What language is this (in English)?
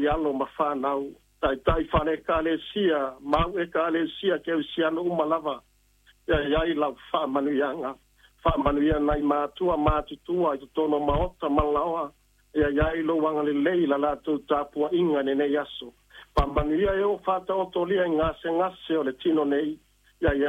Samoan